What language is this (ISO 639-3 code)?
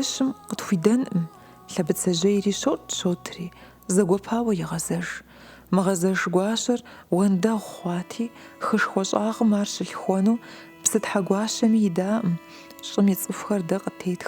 kbd